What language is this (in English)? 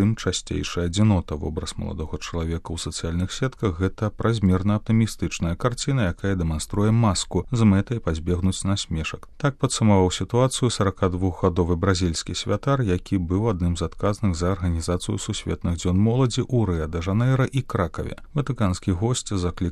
Belarusian